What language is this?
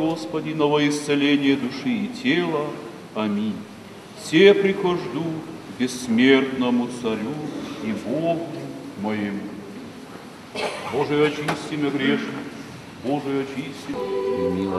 Russian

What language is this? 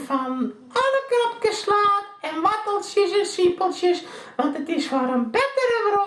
Western Frisian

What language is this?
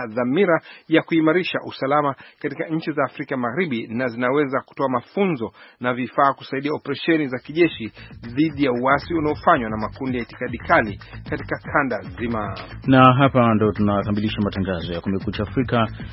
Swahili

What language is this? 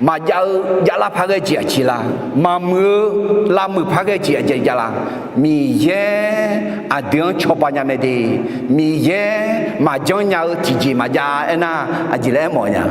Akha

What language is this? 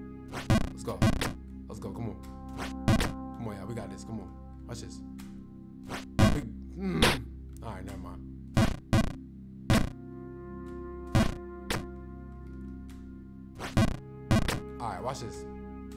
English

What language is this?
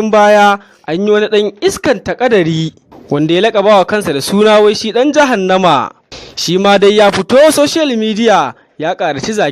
Hausa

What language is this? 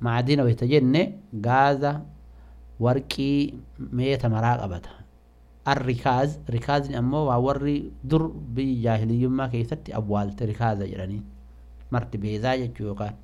Oromo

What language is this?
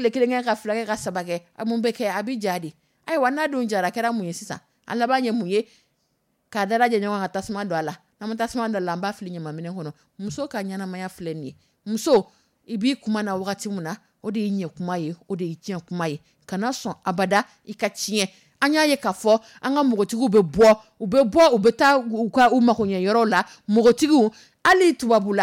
Dyula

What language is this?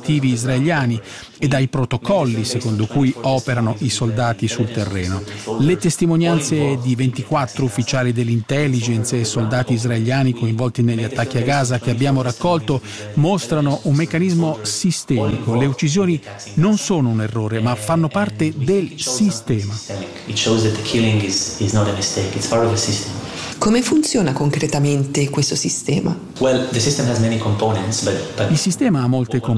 Italian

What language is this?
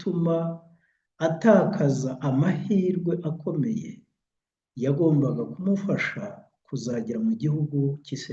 Kinyarwanda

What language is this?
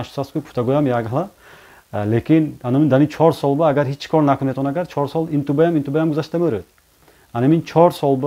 Tajik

